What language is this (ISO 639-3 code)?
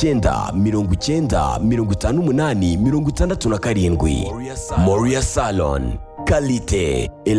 kin